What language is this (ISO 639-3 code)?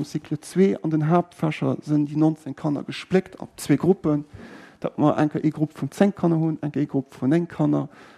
ltz